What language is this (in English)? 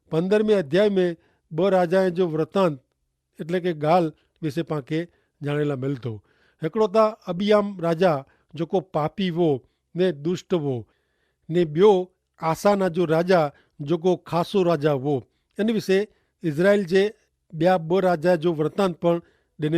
Kachhi